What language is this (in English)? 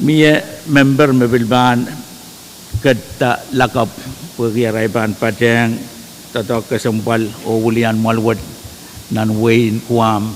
Pohnpeian